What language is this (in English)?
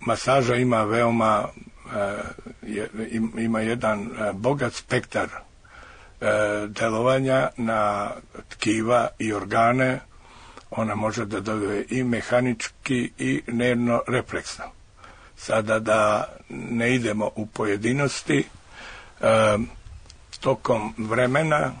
Serbian